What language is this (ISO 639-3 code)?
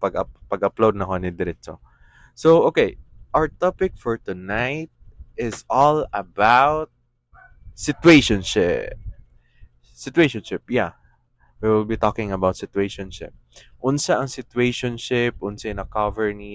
ceb